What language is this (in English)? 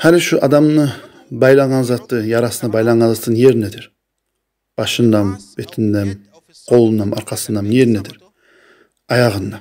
Kumyk